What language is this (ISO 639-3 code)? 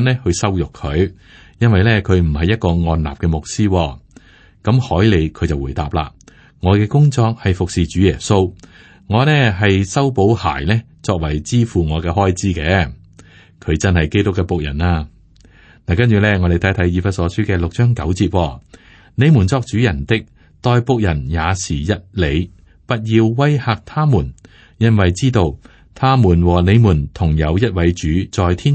yue